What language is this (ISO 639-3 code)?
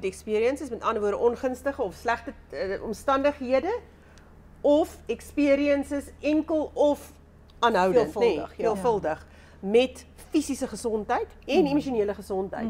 afr